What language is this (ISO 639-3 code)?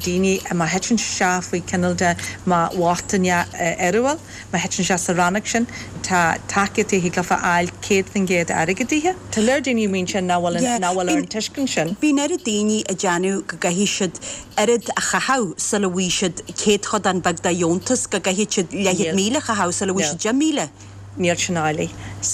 gle